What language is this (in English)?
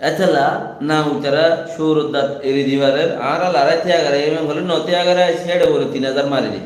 Rohingya